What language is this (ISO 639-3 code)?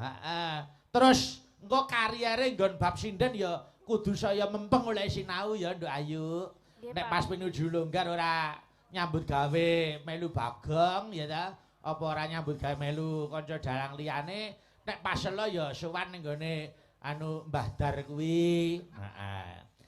jav